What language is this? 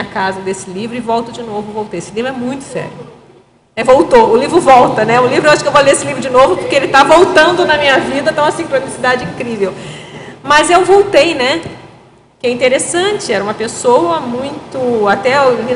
Portuguese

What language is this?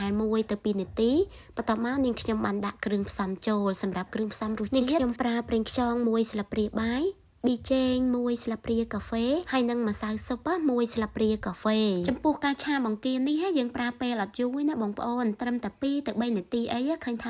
Khmer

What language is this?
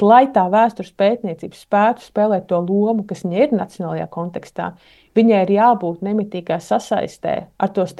Latvian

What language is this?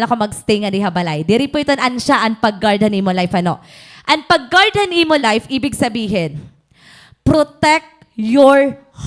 Waray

